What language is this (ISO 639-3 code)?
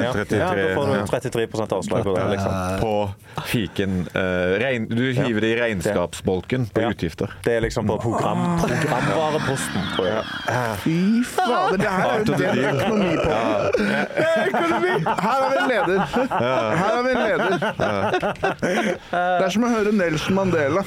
nor